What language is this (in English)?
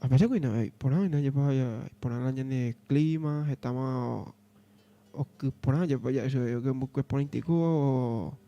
Guarani